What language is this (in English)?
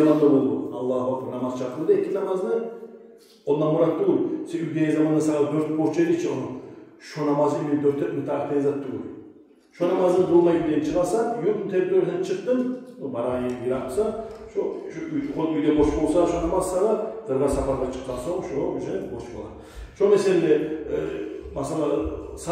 Kumyk